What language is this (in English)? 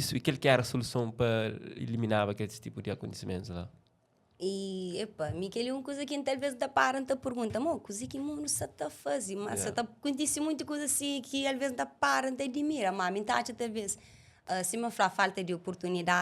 Kabuverdianu